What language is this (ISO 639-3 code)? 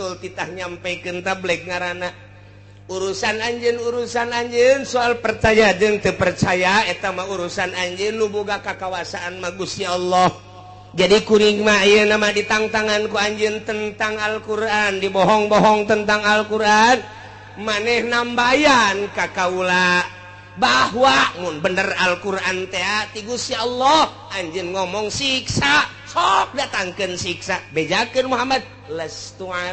sun